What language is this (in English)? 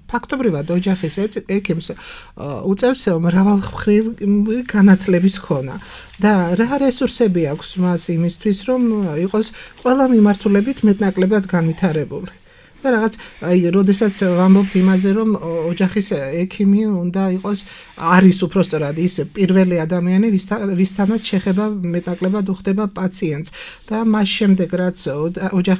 Georgian